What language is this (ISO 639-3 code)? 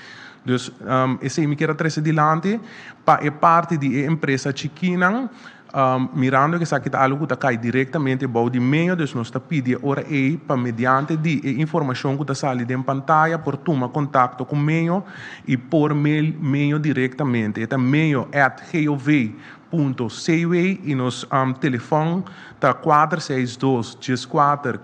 pap